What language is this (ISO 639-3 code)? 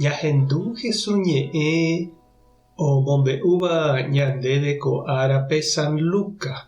grn